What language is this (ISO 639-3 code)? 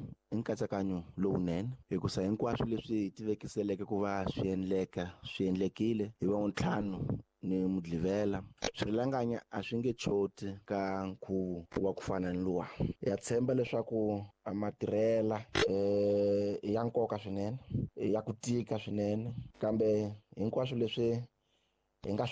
tso